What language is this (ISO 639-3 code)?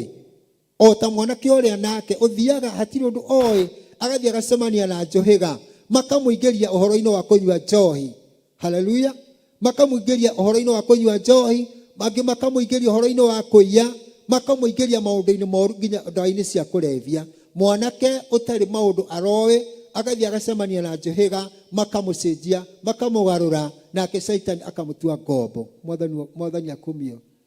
kik